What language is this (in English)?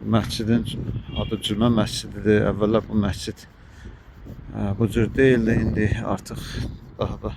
Azerbaijani